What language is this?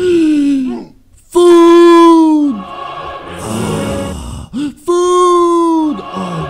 Croatian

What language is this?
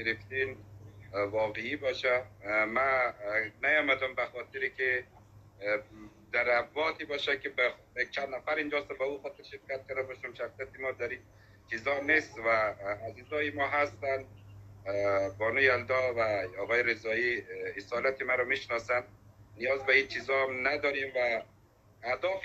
Persian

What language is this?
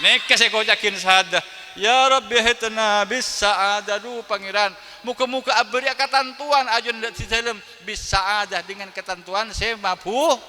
Madurese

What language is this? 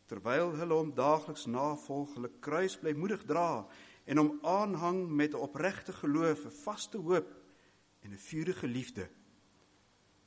Afrikaans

